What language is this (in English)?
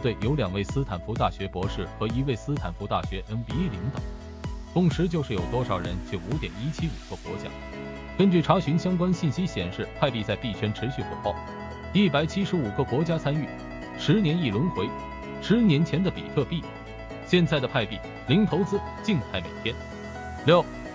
Chinese